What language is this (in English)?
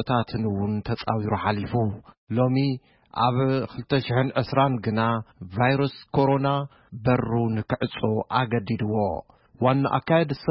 Tigrinya